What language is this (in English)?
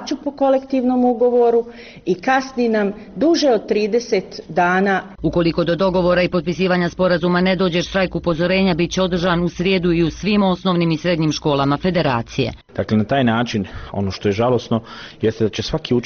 Bosnian